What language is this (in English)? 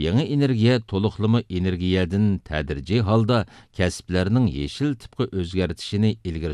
Uyghur